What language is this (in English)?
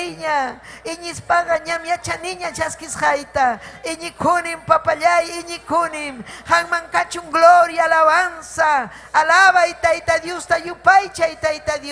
Ayacucho Quechua